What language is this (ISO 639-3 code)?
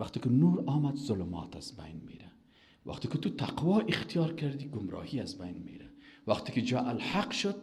fas